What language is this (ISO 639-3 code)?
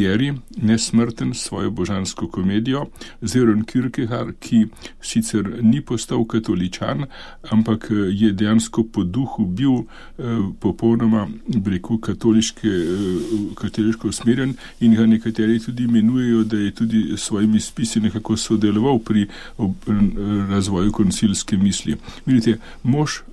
slv